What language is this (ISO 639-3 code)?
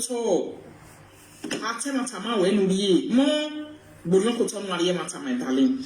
pcm